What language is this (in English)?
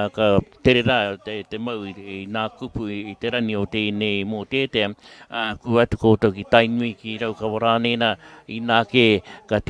Māori